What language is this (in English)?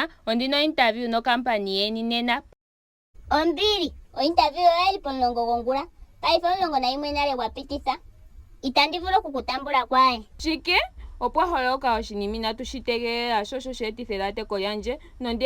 Ndonga